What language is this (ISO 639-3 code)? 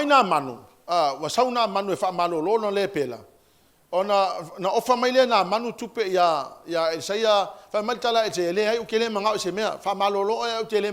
smo